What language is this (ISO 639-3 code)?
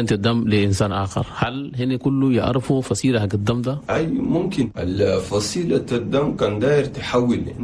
shu